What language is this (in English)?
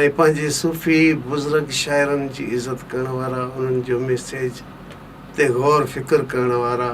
Sindhi